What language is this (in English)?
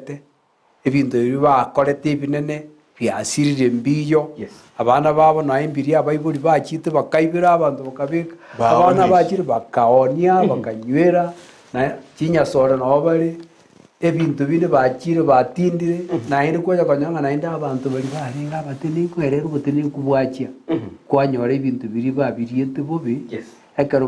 Gusii